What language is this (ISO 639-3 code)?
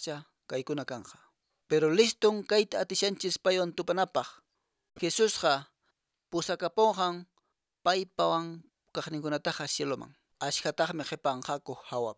que